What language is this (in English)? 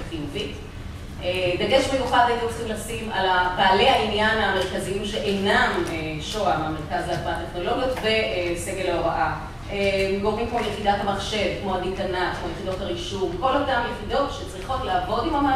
Hebrew